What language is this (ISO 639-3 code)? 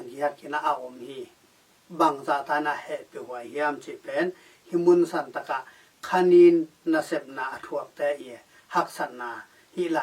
ctd